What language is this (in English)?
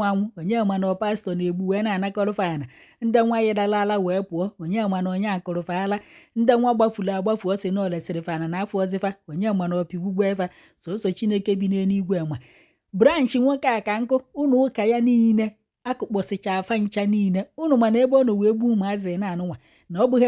Igbo